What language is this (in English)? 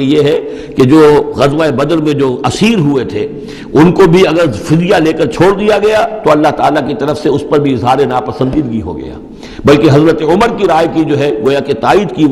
Urdu